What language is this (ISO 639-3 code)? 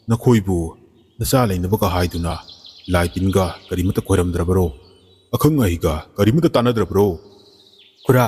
mni